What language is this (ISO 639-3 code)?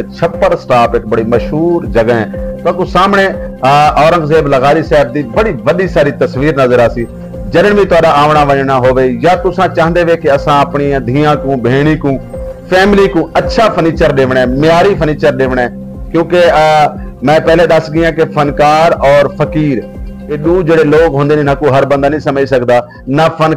skr